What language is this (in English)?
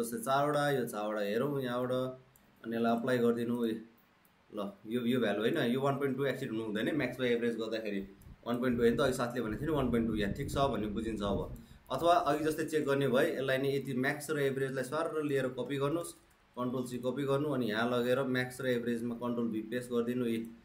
Nepali